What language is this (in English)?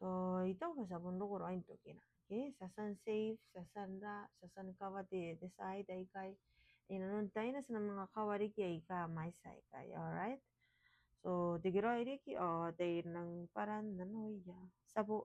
Gilbertese